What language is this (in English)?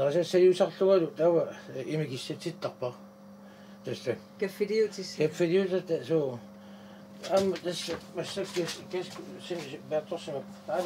Kalaallisut